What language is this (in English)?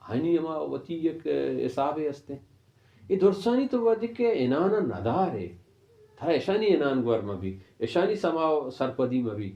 Baluchi